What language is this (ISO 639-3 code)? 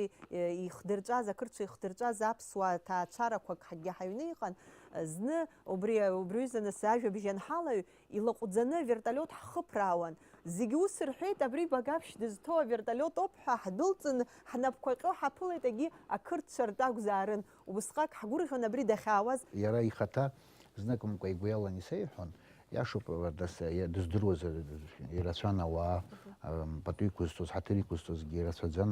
abk